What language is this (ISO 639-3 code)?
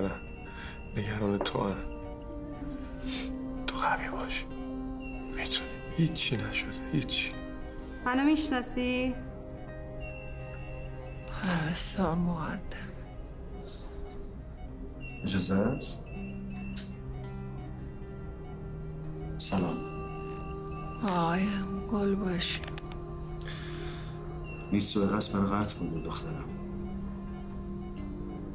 fas